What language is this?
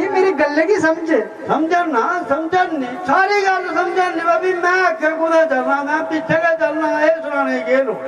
Dogri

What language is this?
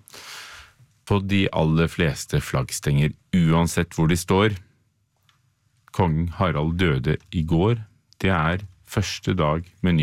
Norwegian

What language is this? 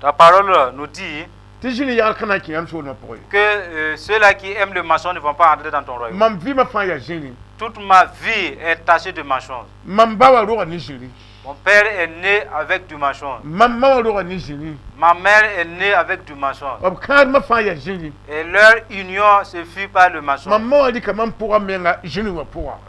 Mossi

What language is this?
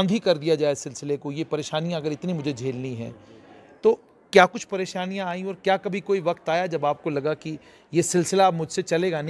Hindi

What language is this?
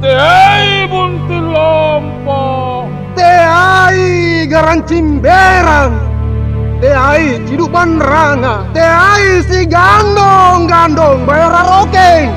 Makasar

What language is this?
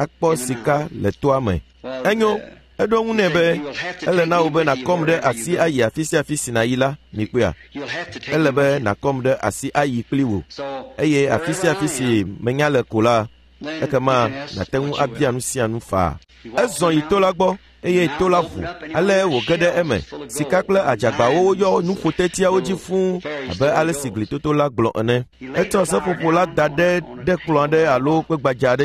Ewe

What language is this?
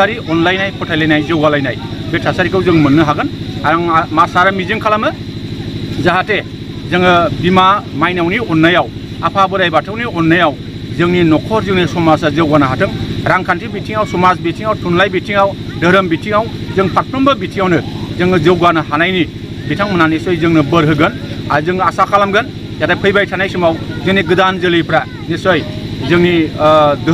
Bodo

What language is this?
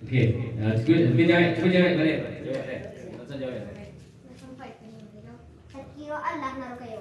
Minangkabau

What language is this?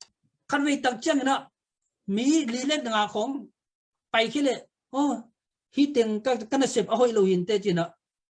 Tedim Chin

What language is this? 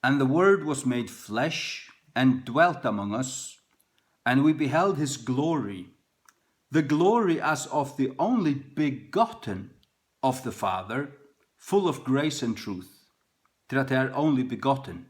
Faroese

